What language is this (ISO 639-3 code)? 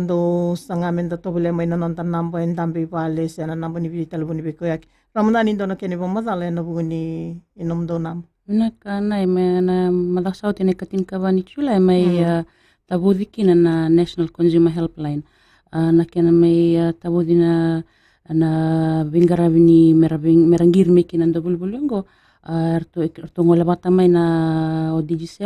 fij